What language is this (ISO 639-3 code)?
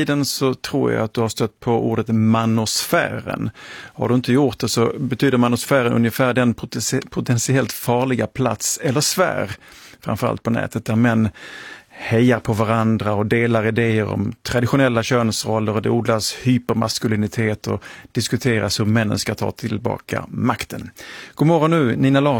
swe